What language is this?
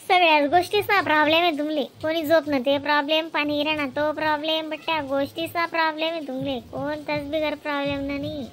Khandesi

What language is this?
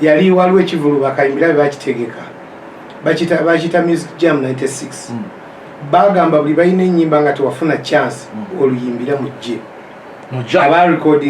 Ganda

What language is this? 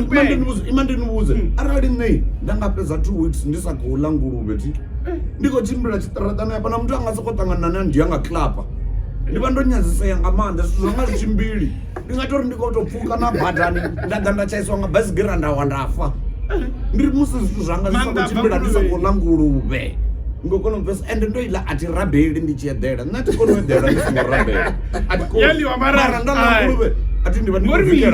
Venda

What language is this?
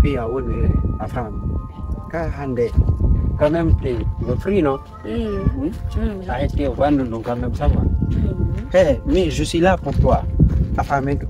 Fula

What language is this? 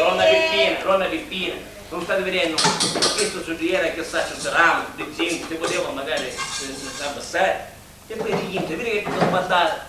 Sicilian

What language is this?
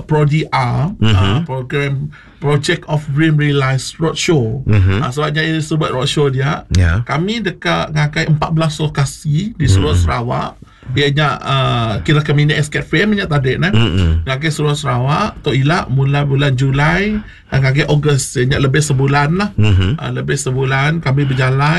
Iban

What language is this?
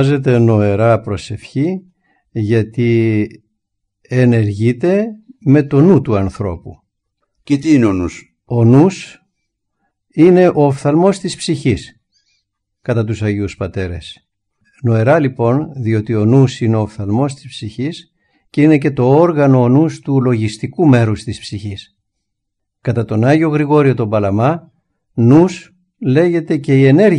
Greek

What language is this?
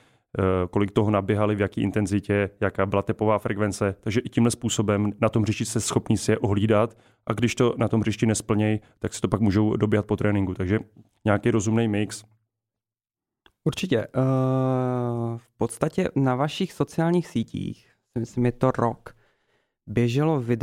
Czech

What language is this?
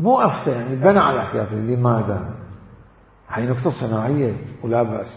Mesopotamian Arabic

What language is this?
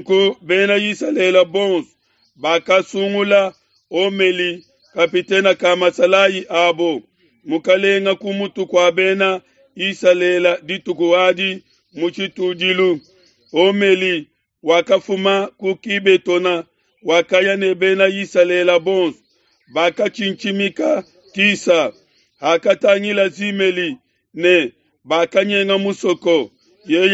Luba-Lulua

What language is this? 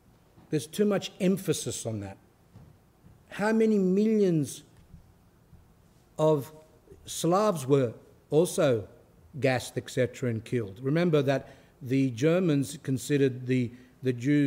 English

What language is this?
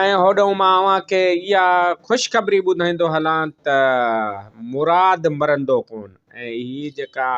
Sindhi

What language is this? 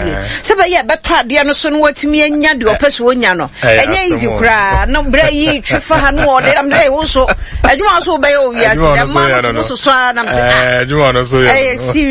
Akan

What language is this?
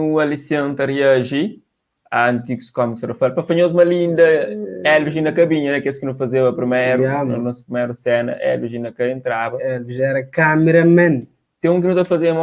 Kabuverdianu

